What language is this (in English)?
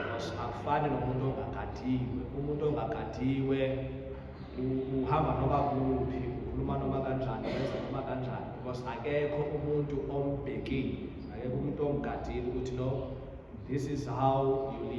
Zulu